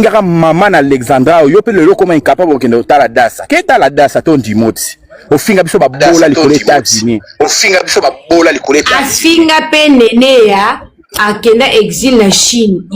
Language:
Lingala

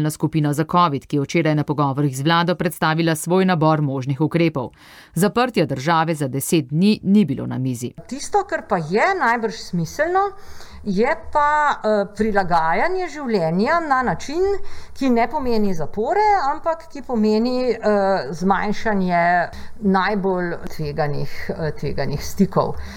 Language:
Slovenian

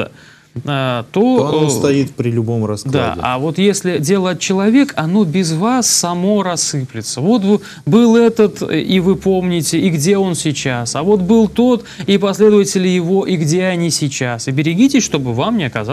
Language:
Russian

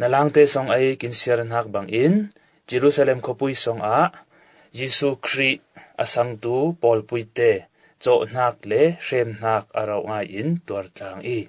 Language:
Falam Chin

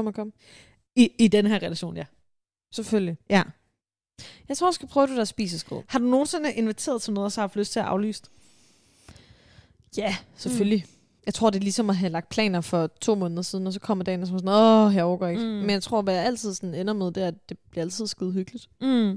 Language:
Danish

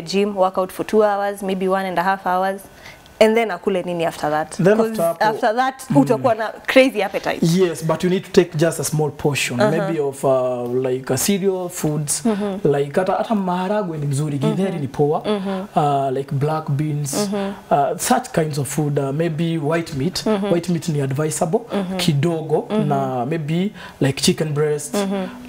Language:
Swahili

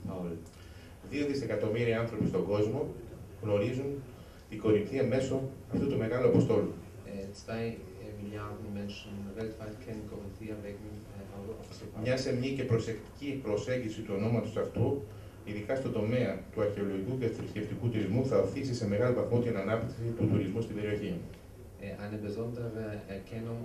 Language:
Greek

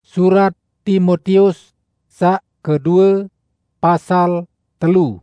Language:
Sasak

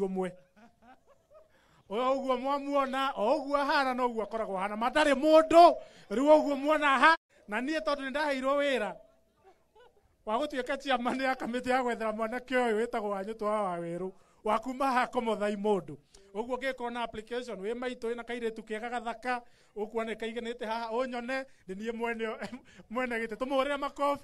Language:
Kikuyu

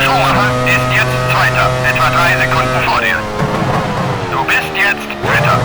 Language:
Bavarian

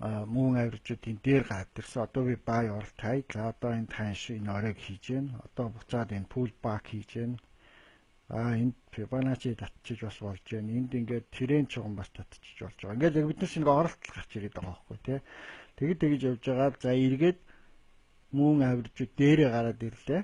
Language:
Mongolian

